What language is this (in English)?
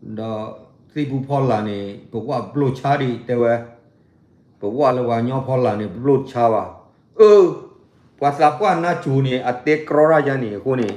S'gaw Karen